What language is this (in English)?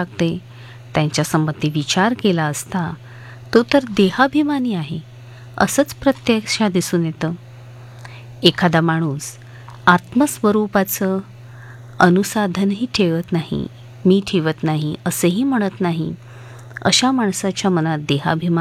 Marathi